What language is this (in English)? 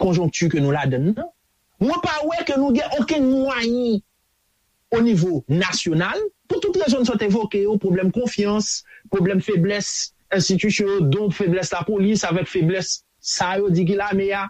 Haitian Creole